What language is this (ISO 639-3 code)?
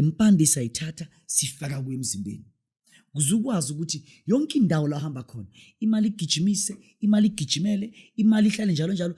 zul